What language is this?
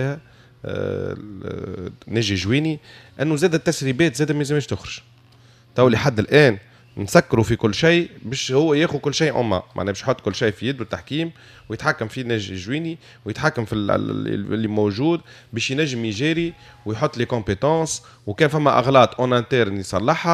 Tunisian Arabic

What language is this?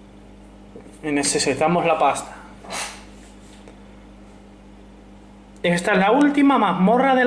Spanish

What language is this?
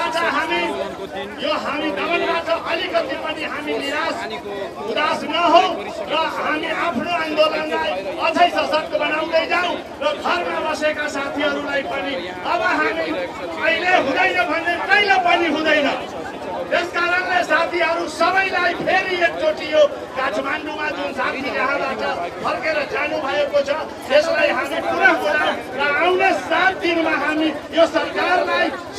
Nepali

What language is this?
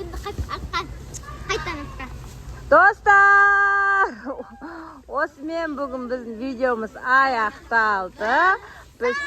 Kazakh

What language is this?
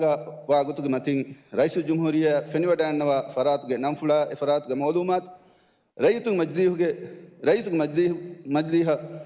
Divehi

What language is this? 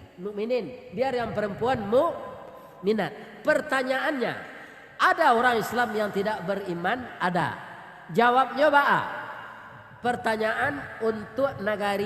Minangkabau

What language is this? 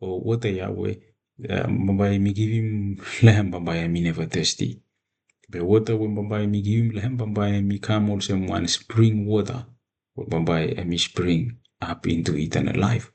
Bislama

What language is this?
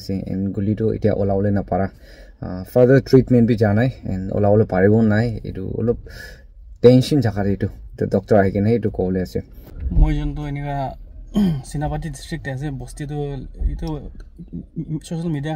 Naga Pidgin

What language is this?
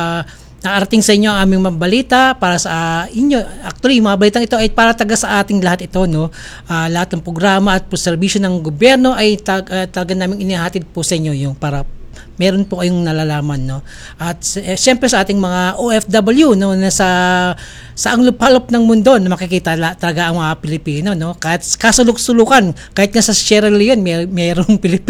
Filipino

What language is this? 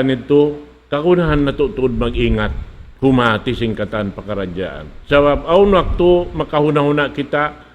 Tausug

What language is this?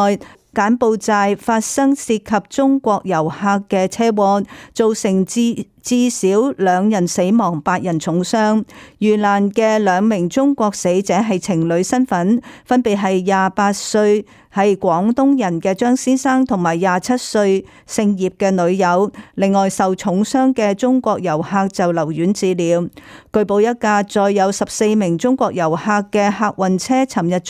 Cantonese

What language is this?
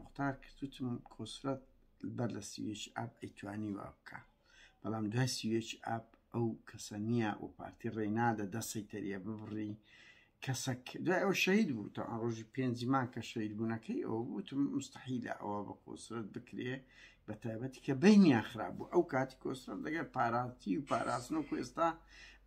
Central Kurdish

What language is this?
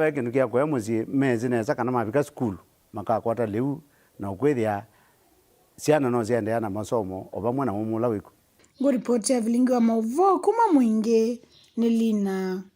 Kamba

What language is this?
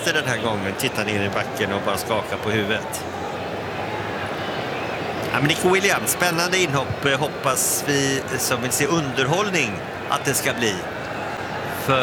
Swedish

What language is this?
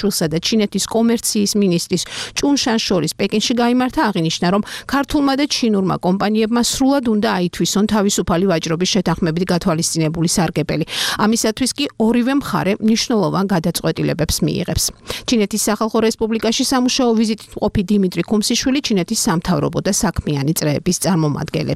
Georgian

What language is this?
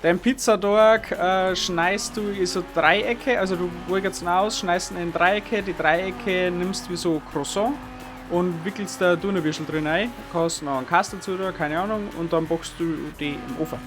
Bavarian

